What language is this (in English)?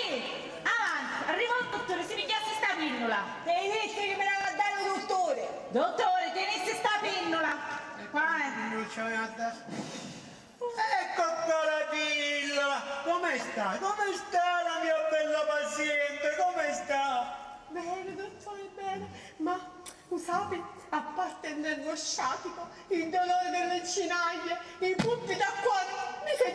Sicilian